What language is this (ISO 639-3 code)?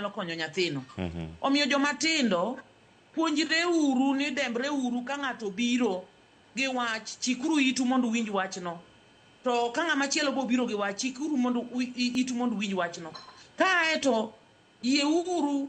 luo